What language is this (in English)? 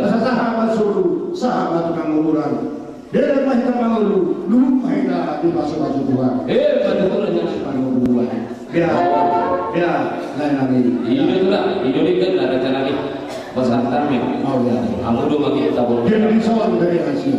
Batak Toba